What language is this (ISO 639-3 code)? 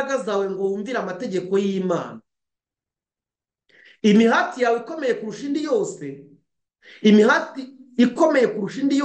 kin